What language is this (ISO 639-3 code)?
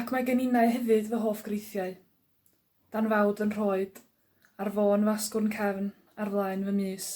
cym